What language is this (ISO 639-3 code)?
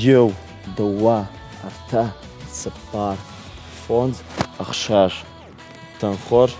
oss